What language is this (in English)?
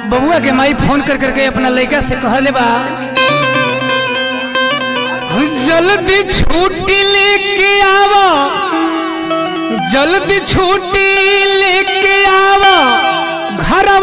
Bhojpuri